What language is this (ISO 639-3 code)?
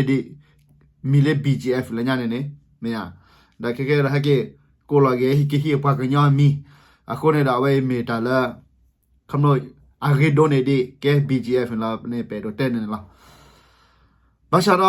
ksw